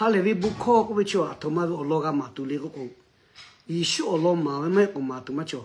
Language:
Lahu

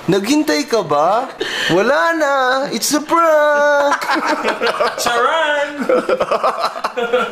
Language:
Filipino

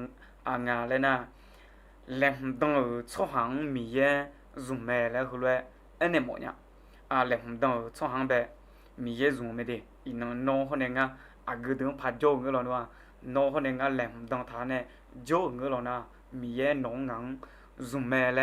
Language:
Akha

